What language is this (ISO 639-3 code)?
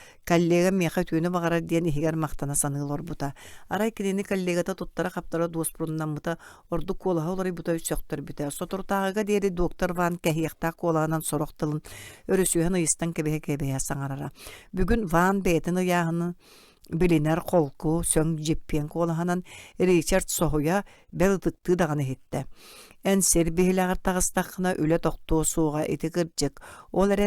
sah